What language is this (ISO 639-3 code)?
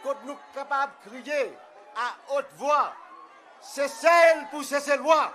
crs